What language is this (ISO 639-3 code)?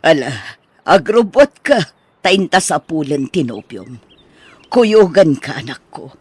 ilo